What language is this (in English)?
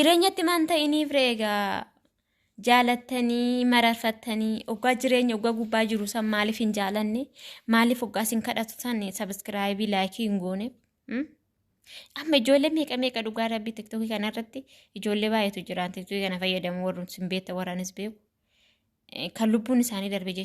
Oromo